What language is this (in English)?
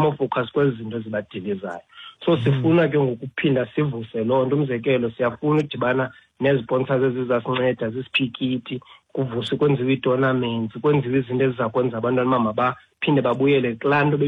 Xhosa